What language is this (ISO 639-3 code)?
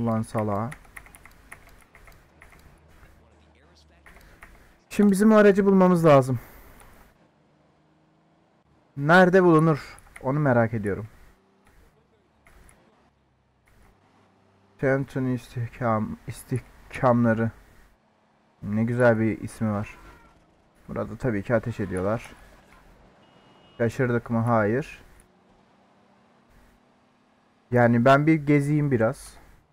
tur